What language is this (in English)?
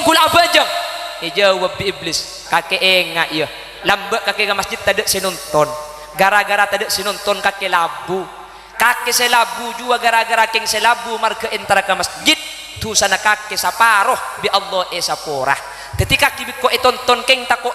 Madurese